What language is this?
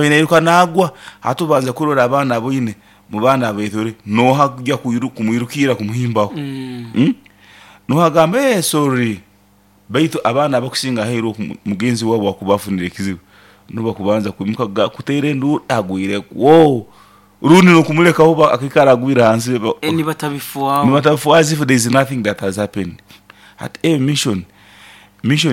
Nyoro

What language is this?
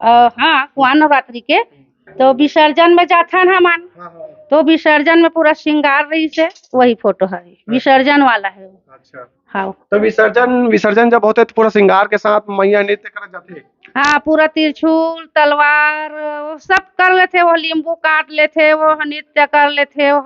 Chhattisgarhi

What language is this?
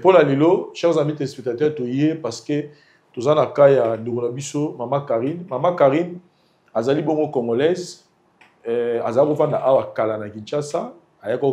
Lingala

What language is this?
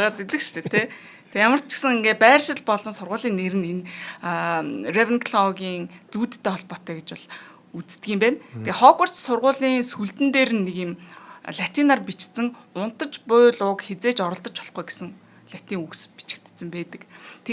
Mongolian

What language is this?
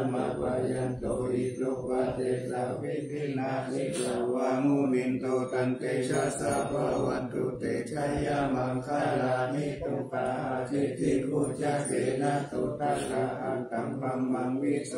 Pali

